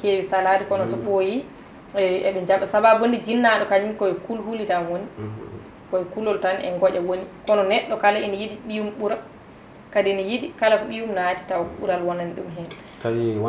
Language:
Fula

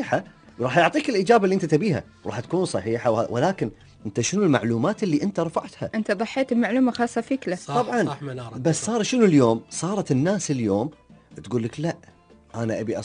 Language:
Gulf Arabic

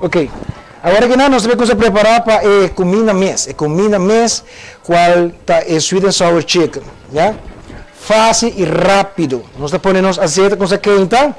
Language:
Papiamento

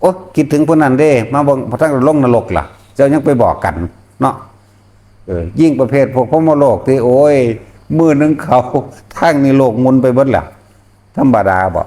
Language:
Northeastern Thai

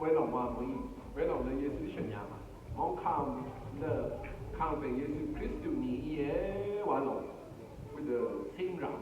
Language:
Rawang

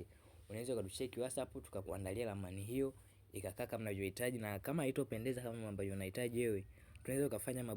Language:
Swahili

